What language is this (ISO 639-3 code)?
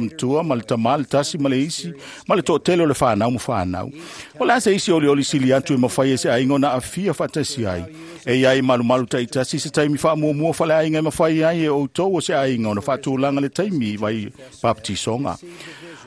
smo